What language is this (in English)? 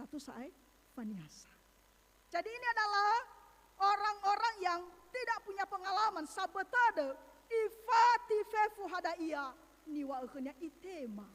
Nias